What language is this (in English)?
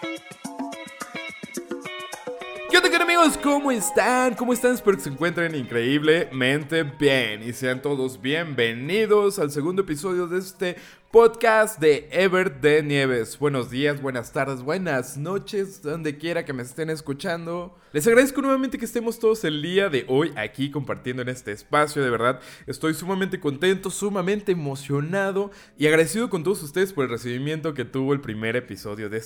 Spanish